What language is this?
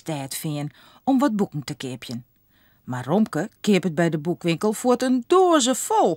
Western Frisian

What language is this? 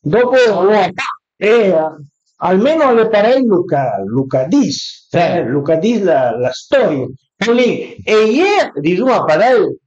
Piedmontese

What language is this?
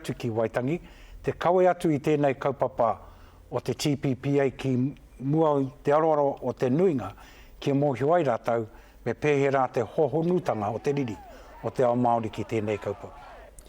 Māori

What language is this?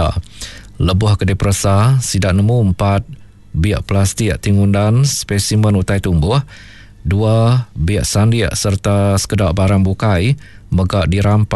Iban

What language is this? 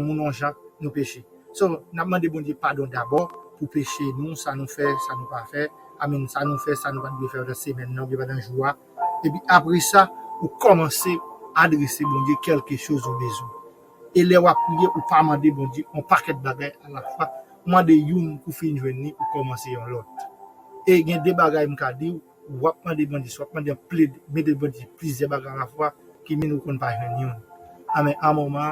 Haitian Creole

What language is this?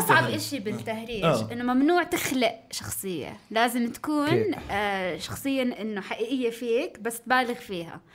North Levantine Arabic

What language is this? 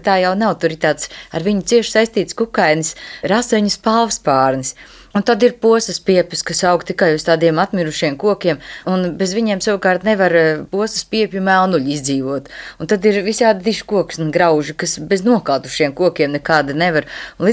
Latvian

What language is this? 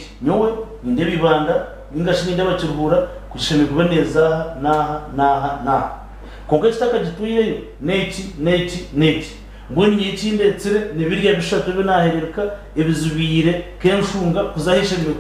Nyankole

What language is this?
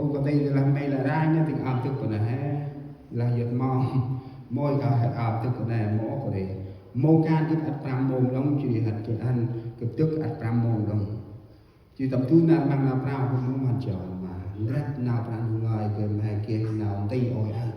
Central Mnong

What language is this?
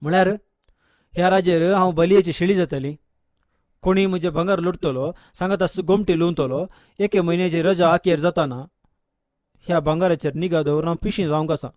Konkani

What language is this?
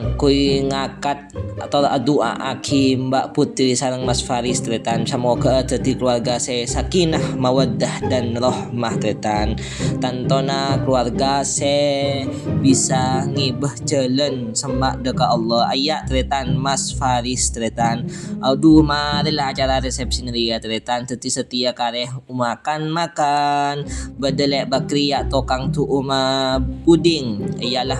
Madurese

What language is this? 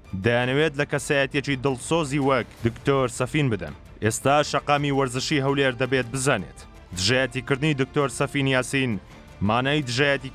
Central Kurdish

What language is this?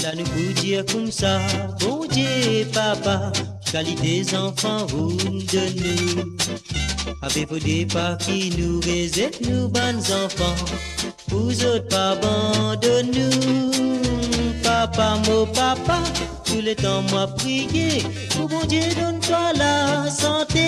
Morisyen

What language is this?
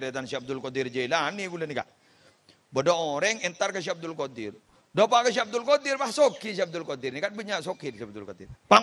Madurese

